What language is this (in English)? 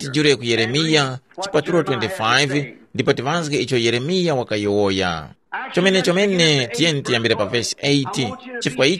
Tumbuka